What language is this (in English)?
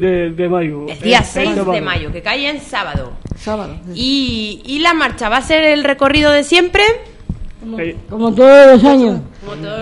Spanish